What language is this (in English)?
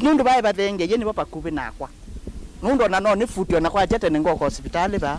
Kamba